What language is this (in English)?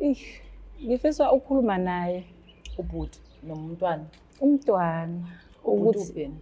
Zulu